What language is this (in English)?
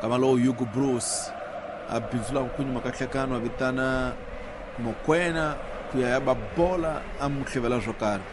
Tsonga